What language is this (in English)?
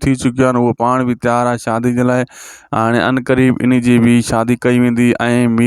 Sindhi